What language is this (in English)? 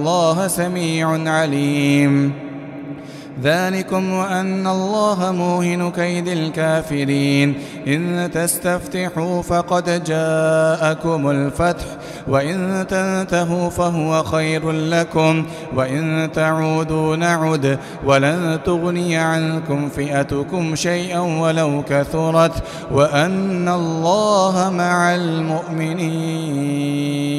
Arabic